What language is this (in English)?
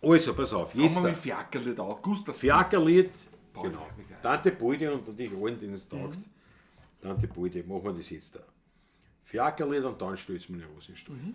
Bavarian